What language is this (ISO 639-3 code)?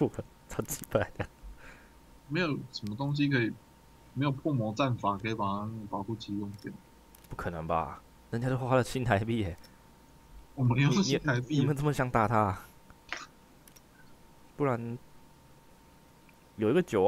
zho